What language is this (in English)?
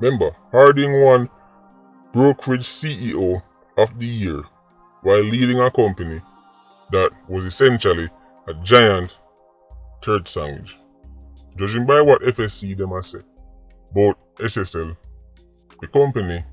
Jamaican Creole English